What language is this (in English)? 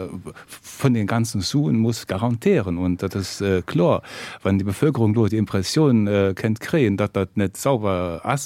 Luxembourgish